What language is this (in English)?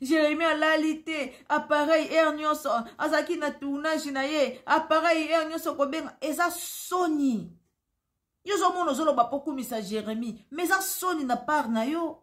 Lingala